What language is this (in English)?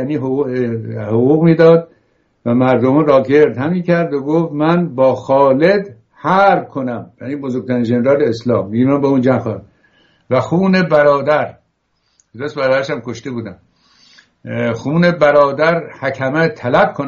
Persian